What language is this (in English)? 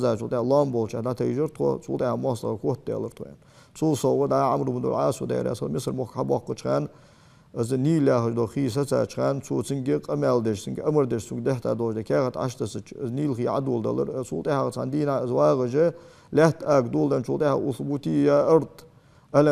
Ingush